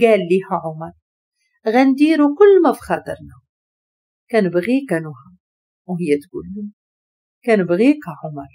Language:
Moroccan Arabic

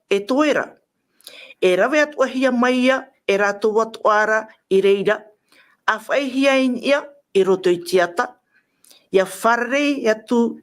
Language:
Tahitian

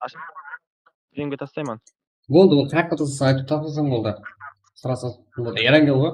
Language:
Kara-Kalpak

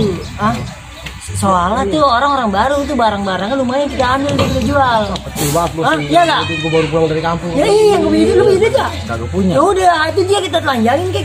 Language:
Betawi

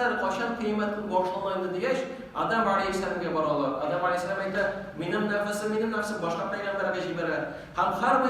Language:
Tatar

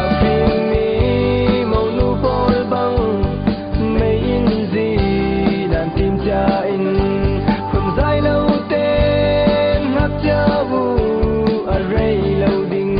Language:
Falam Chin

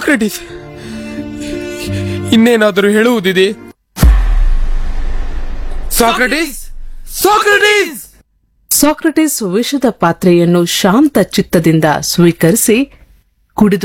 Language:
Kannada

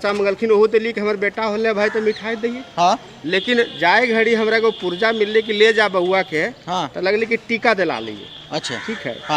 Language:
Magahi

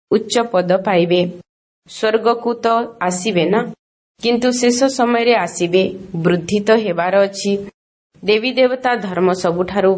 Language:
Odia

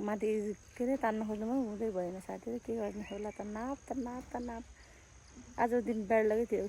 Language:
Nepali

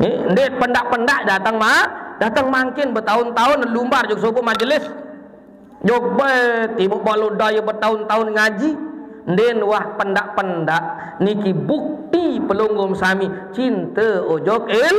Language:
Sasak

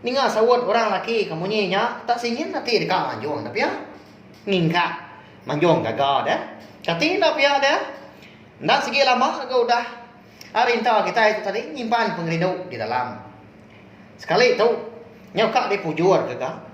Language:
Iban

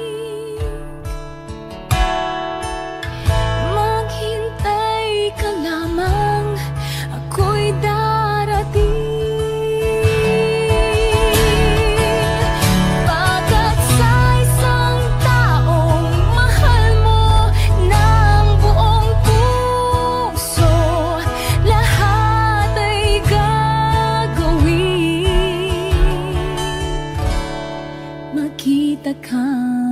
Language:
Filipino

